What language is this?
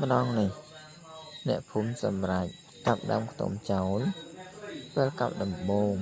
Khmer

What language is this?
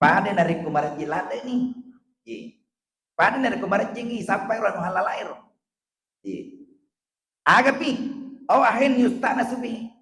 Buginese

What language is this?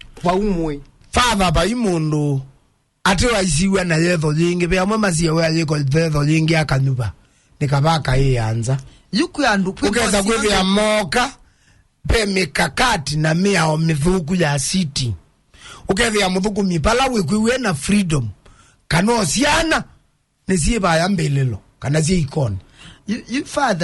Kamba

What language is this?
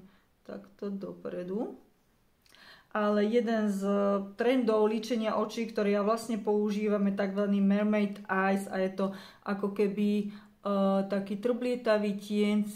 Slovak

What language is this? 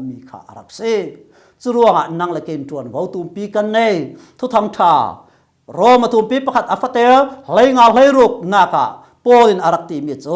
Falam Chin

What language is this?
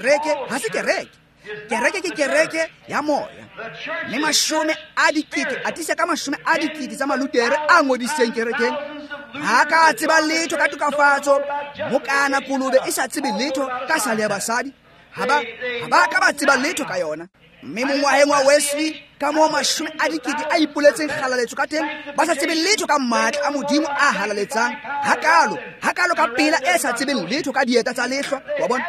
Tswana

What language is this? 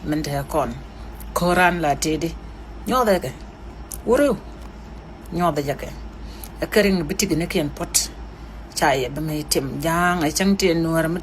Nuer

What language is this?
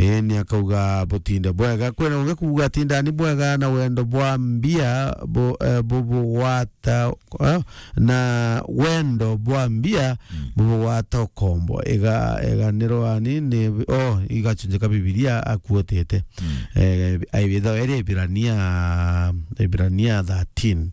Meru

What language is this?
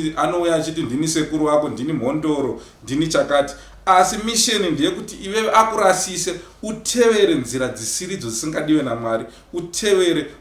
Shona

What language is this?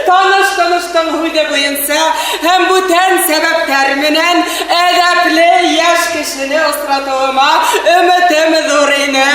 Bashkir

